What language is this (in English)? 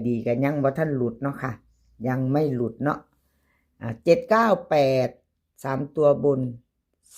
Northeastern Thai